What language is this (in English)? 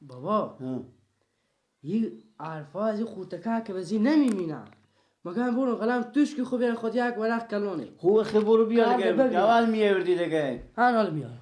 Persian